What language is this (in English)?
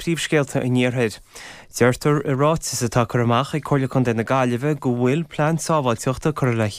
Irish